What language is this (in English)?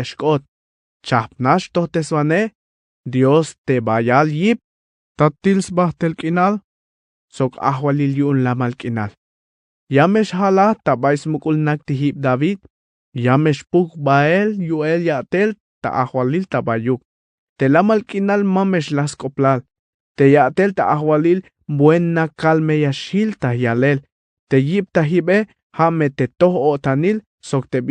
Tzeltal